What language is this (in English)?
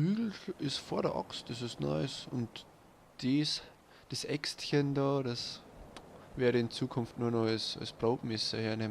Bavarian